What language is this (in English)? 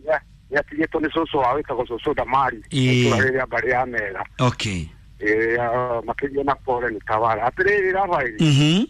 Kikuyu